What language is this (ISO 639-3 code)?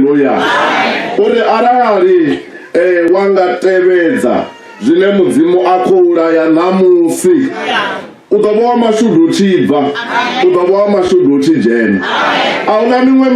ven